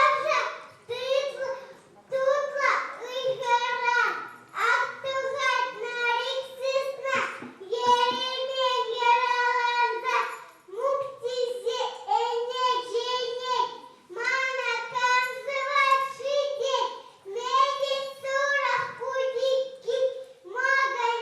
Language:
Chuvash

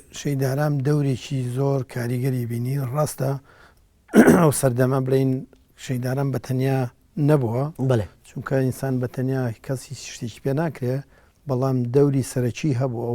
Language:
Central Kurdish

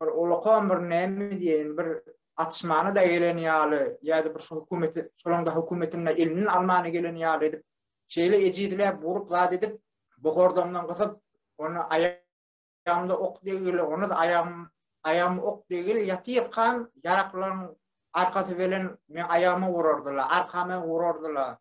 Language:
Turkmen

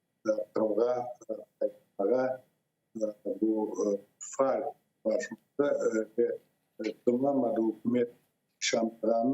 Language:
Crimean Tatar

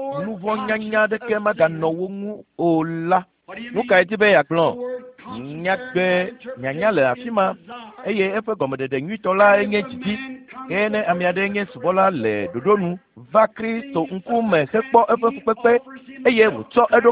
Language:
Ewe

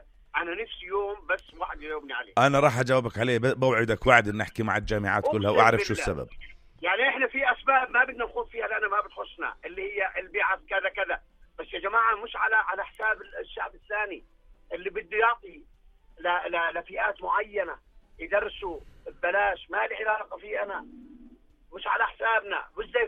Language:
North Levantine Arabic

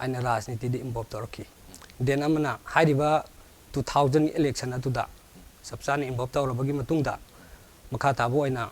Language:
Manipuri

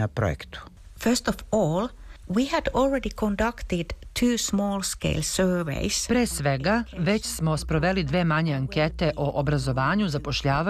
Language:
Serbian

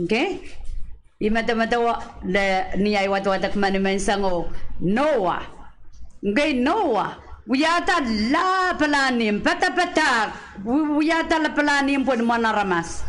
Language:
Pohnpeian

